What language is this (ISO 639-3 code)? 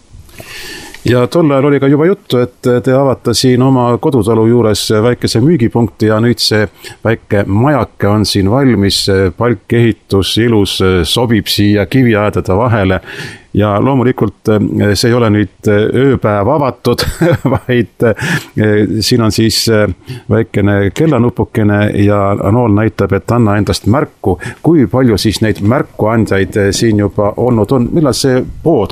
est